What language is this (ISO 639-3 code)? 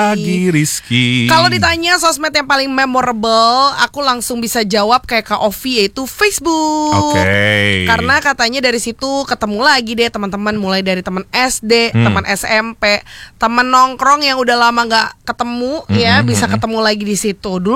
ind